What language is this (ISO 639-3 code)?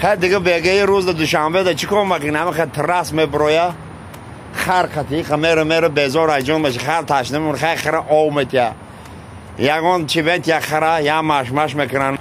tgk